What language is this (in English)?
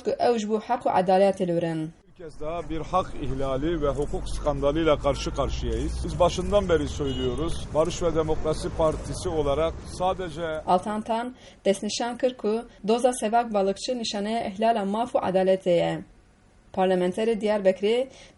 Kurdish